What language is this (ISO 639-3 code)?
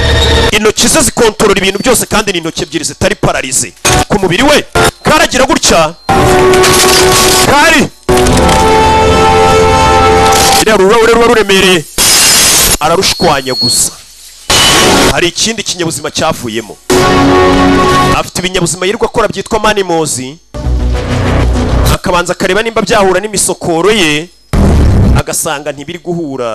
kin